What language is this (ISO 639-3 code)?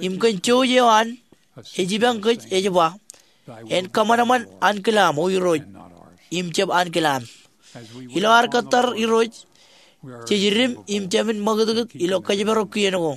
mah